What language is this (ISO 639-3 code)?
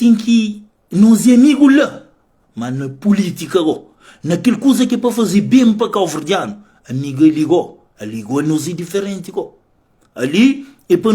kea